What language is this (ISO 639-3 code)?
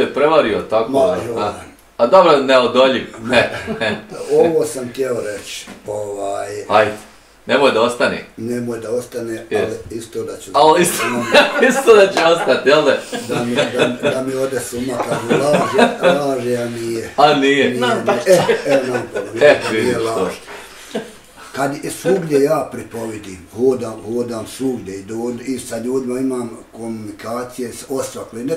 bos